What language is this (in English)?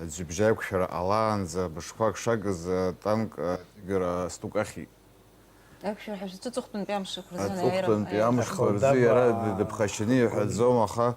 Abkhazian